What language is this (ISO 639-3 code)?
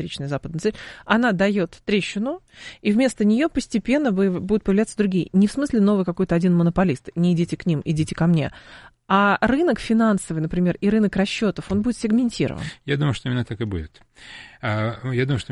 rus